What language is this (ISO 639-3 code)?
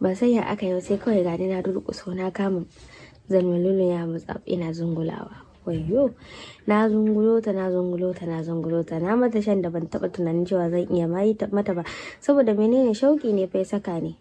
hau